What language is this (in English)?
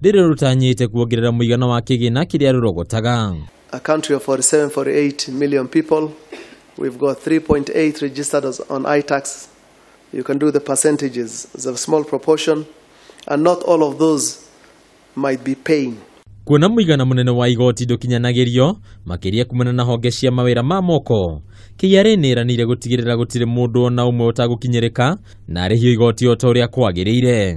Kikuyu